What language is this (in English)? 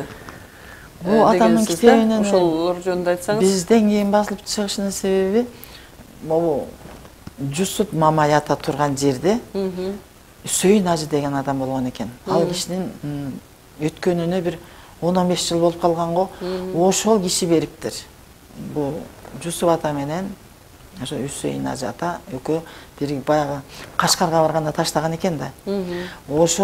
Kyrgyz